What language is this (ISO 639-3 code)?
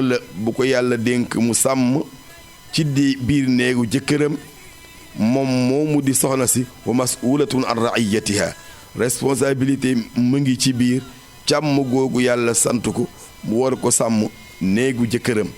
wol